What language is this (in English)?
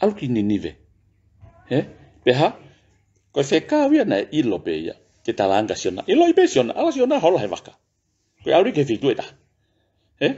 Tongan